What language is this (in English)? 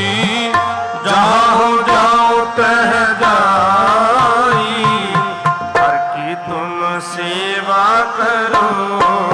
Punjabi